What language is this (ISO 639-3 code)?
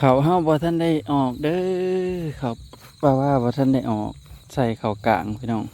tts